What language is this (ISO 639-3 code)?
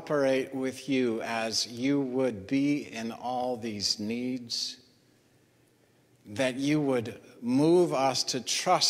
eng